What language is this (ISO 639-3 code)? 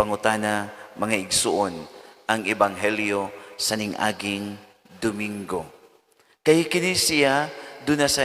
ceb